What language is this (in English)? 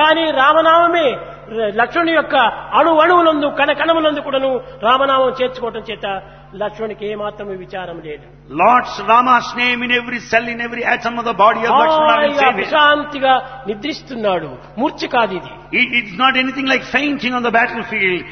Telugu